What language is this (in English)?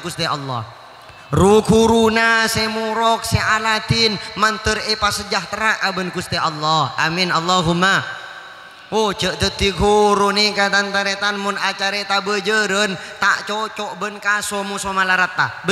Madurese